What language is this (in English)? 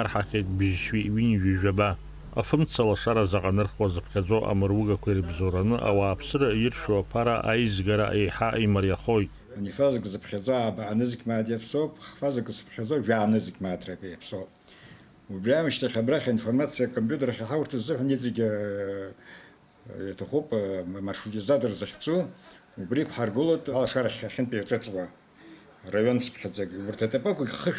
Abkhazian